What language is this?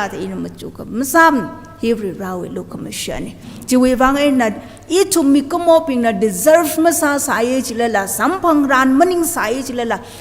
Tangkhul Naga (India)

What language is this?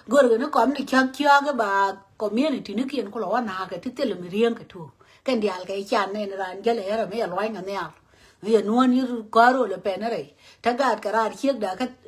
Nuer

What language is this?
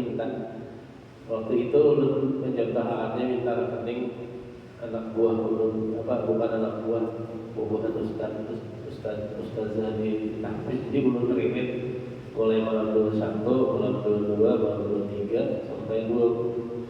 Banjar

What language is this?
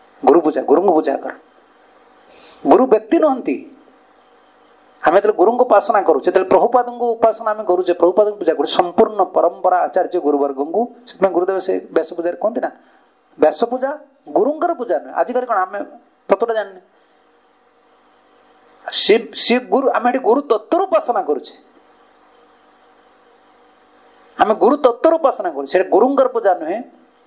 Odia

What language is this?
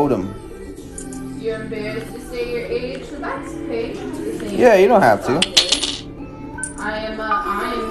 English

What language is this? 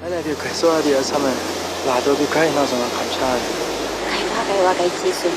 Kachin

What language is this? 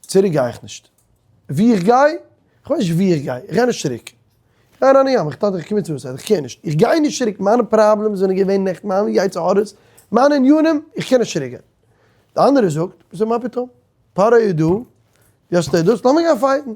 Yiddish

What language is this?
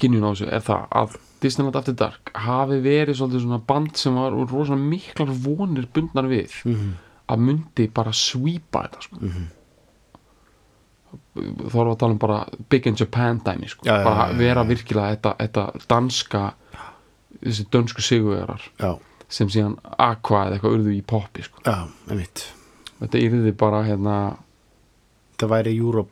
Icelandic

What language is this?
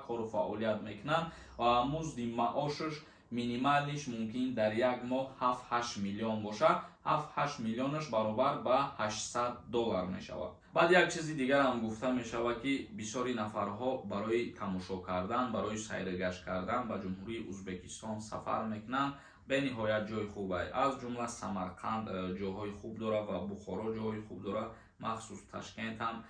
Tajik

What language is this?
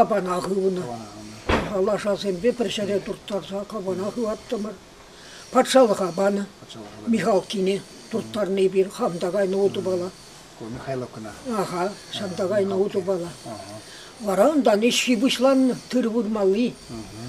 Chuvash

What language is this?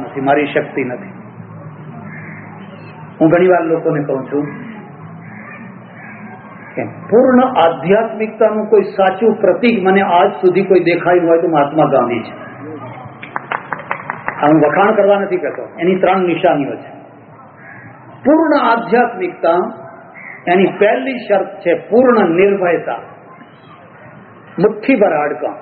Gujarati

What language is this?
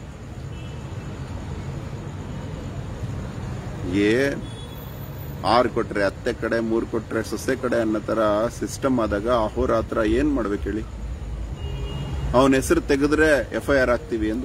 Kannada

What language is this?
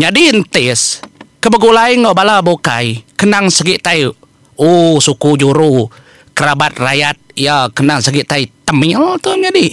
Iban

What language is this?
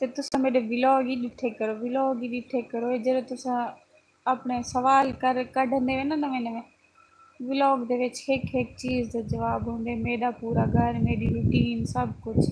Saraiki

